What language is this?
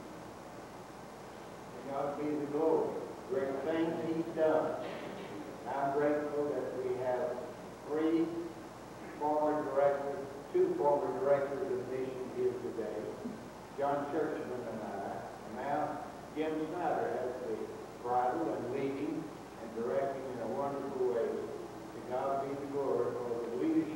English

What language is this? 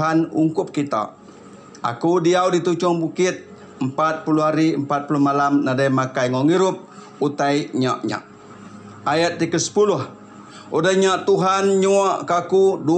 Iban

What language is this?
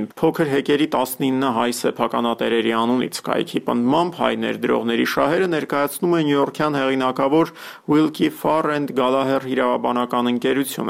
Armenian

